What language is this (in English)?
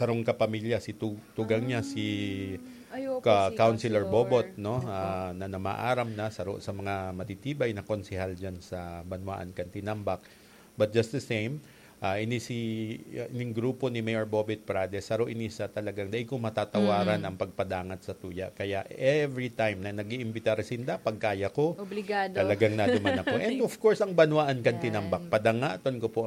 Bikol